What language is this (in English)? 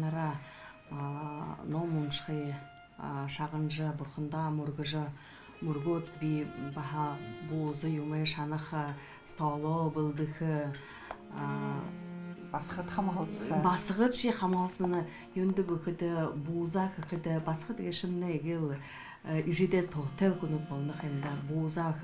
Buriat